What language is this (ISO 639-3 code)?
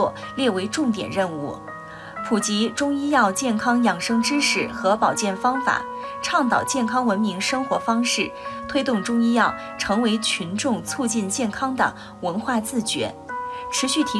zho